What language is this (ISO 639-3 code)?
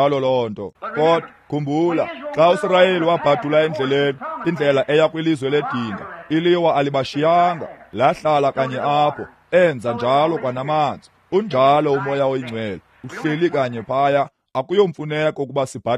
xho